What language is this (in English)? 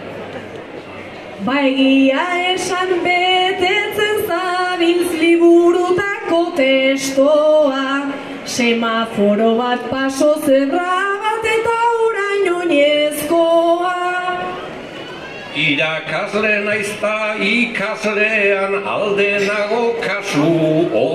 Basque